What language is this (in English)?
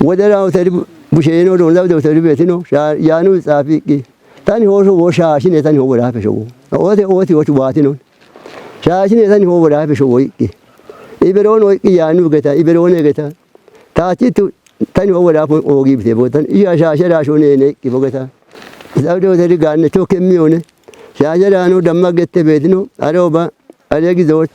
Kafa